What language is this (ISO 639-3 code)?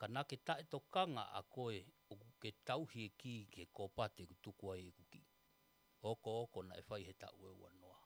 ton